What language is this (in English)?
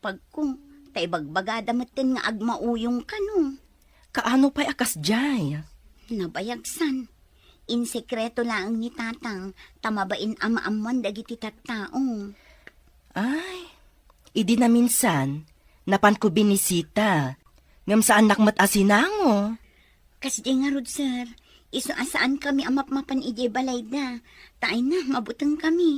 Iloko